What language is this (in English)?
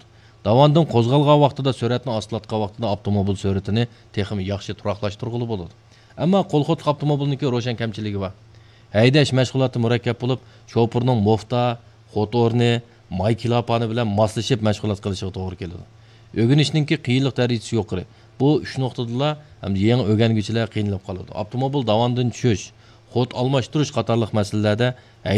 Uyghur